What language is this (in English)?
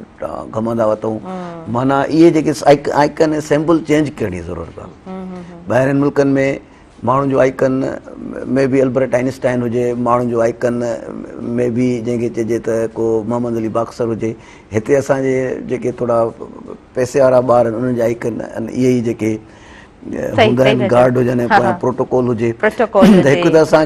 Sindhi